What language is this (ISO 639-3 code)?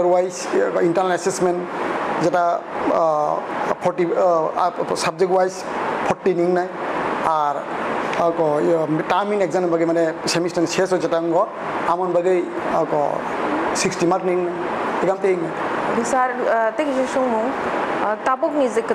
trp